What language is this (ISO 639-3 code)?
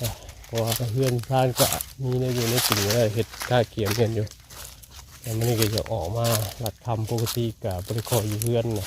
tts